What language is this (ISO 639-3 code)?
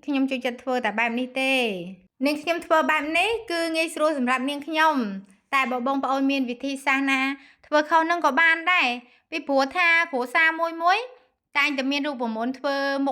khm